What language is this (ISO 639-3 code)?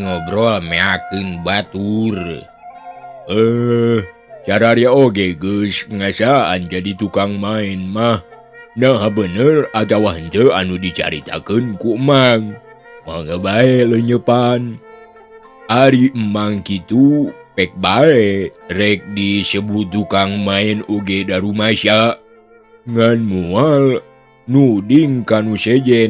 sun